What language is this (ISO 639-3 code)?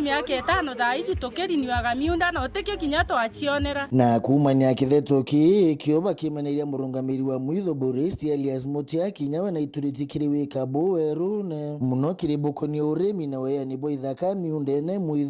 mer